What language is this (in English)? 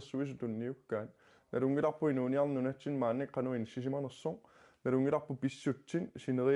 Kalaallisut